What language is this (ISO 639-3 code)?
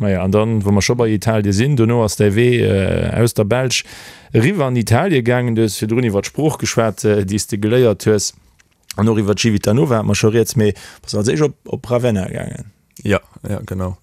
ltz